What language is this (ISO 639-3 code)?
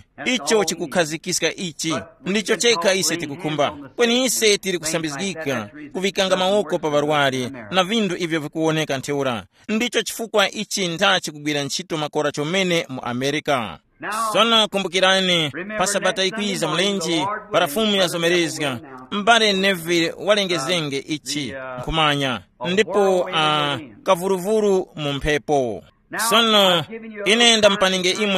tum